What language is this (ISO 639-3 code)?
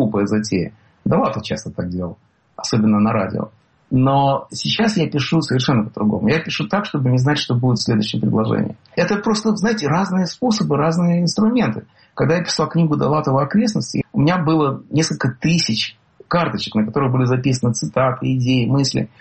rus